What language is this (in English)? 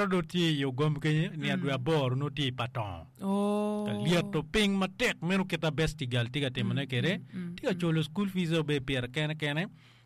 Acoli